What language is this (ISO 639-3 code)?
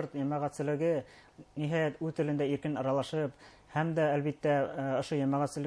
bak